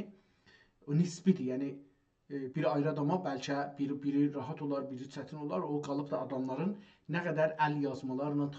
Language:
South Azerbaijani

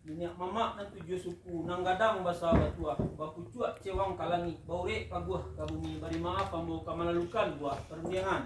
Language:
Minangkabau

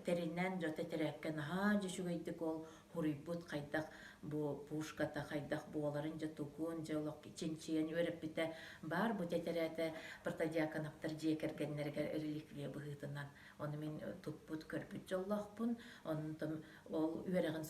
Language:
Yakut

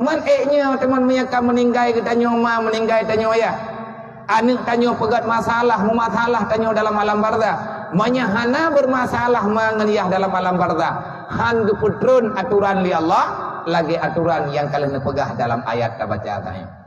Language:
Achinese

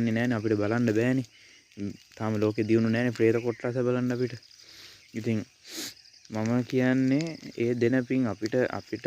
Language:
Sinhala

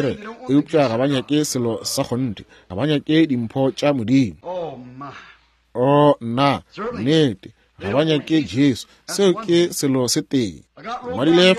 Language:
Northern Sotho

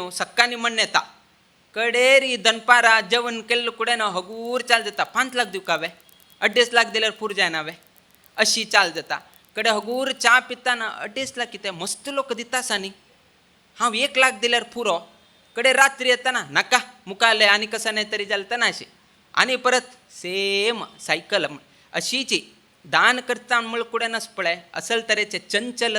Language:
Konkani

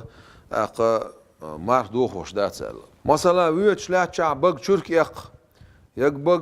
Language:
Chechen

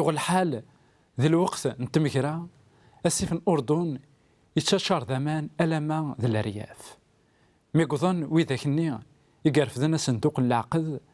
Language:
Kabyle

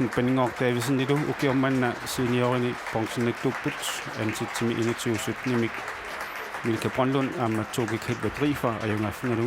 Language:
Kalaallisut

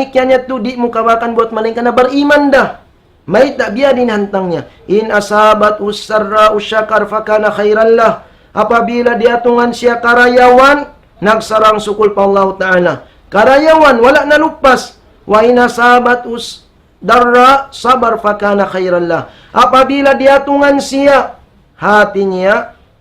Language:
Tausug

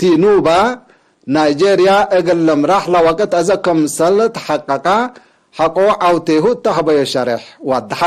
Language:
Tigre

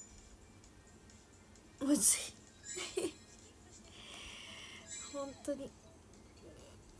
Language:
Japanese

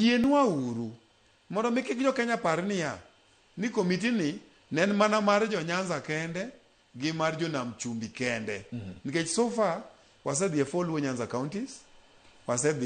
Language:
Luo (Kenya and Tanzania)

